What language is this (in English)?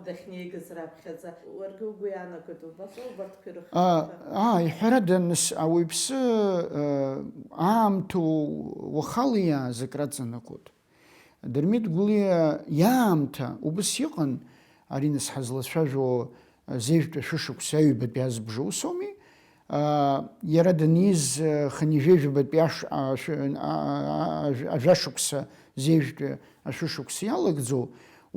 Abkhazian